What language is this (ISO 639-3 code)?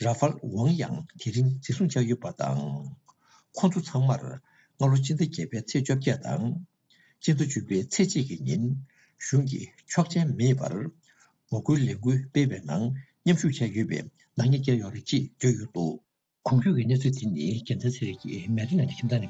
bod